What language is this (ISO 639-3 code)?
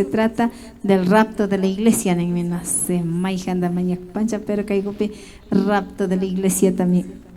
qvi